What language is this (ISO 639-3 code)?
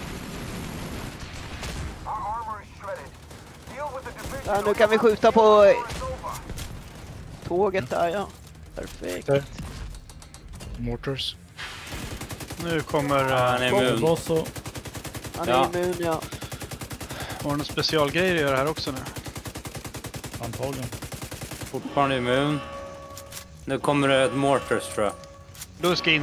swe